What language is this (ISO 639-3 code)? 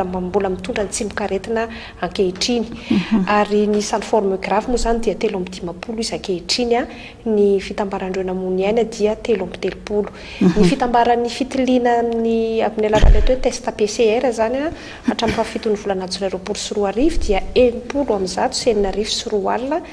mlg